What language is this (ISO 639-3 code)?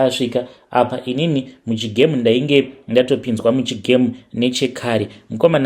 sna